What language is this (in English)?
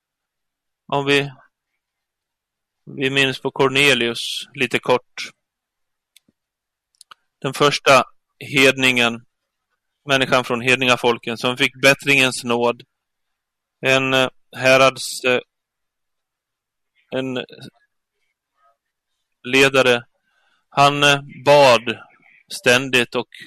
Swedish